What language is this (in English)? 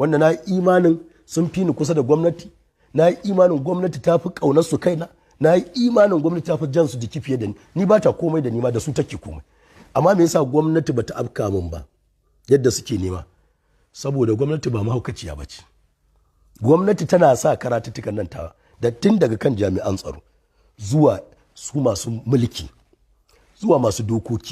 Hausa